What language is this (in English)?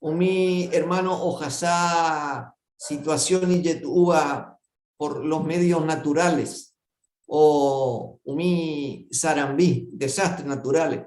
Guarani